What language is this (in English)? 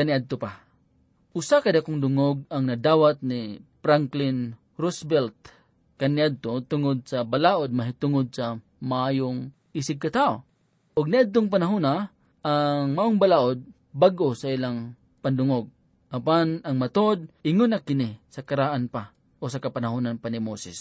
Cebuano